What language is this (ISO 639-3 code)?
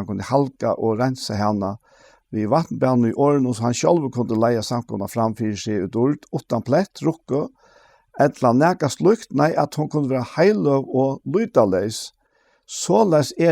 fao